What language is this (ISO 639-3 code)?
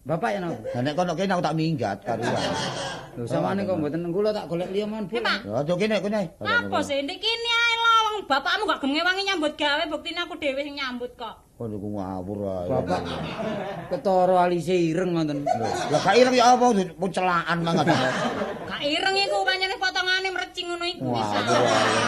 jav